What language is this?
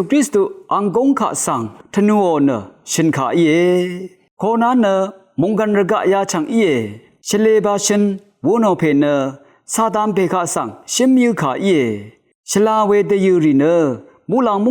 Rawang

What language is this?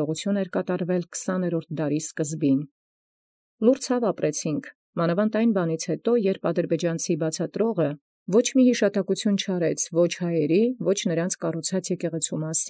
Armenian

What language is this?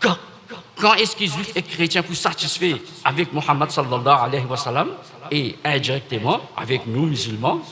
Morisyen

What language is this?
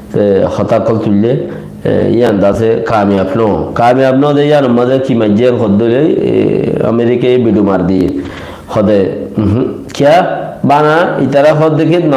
Rohingya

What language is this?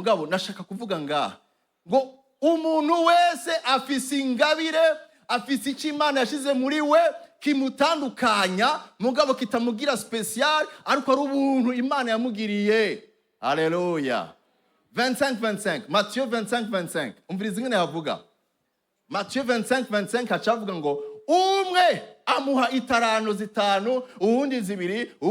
Rundi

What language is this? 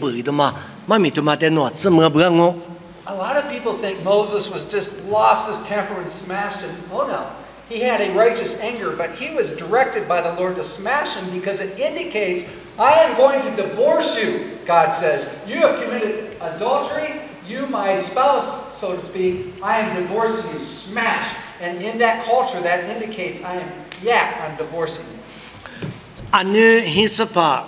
Lisu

